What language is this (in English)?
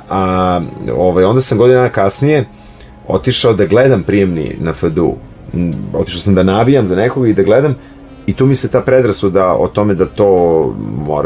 Serbian